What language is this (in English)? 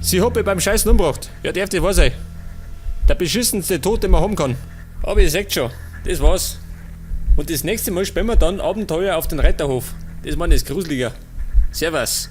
Bavarian